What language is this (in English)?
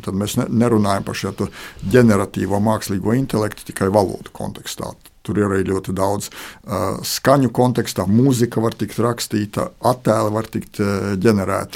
Latvian